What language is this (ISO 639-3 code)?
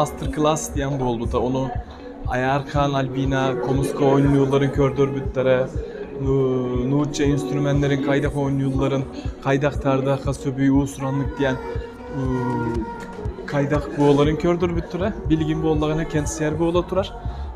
sah